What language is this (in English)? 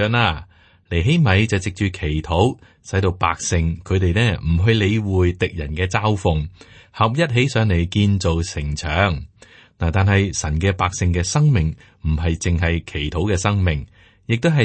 Cantonese